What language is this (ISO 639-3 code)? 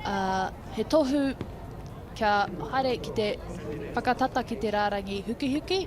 mri